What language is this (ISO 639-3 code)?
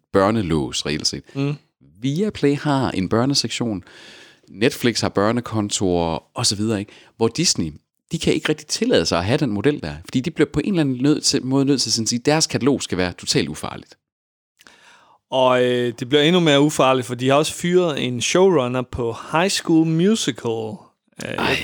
dan